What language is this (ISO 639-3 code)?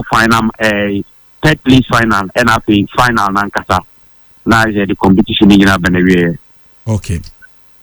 aka